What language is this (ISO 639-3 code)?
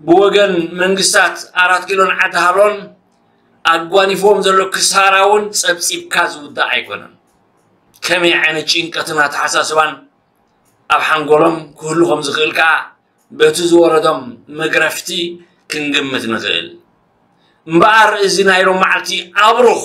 tir